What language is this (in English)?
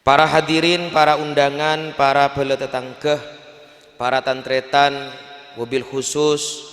Madurese